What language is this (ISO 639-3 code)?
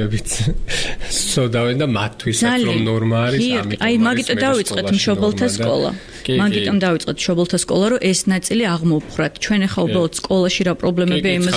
kat